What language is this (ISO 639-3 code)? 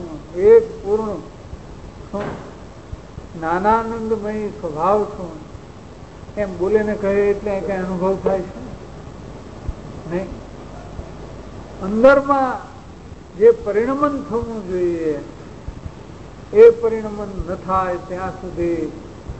guj